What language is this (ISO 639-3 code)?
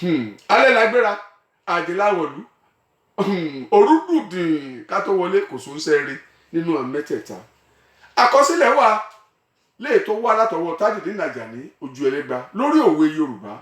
yor